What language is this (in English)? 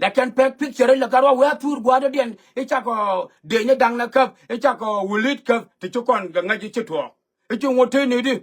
Nuer